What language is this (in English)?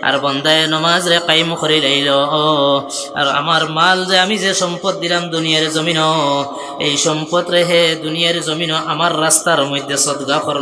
Sylheti